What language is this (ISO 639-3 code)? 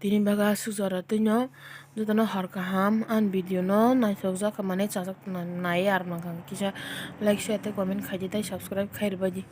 trp